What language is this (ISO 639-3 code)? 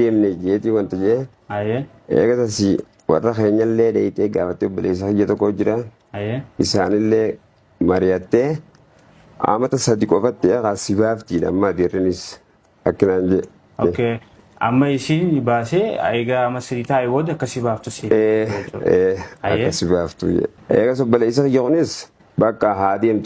orm